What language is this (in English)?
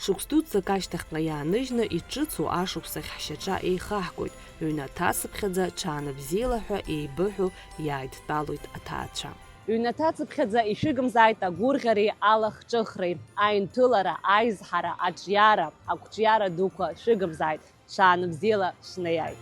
Abkhazian